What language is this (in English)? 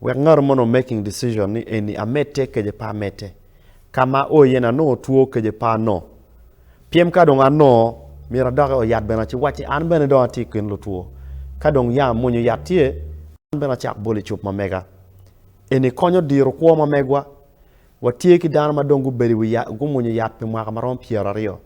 Acoli